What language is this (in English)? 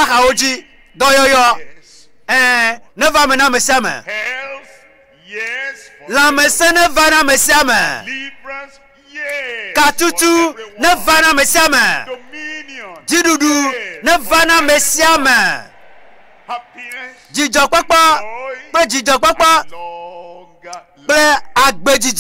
Ewe